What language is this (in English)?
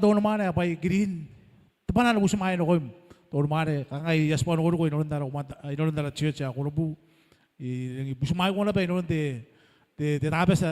Gilbertese